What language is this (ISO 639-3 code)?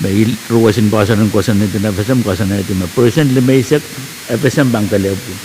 pon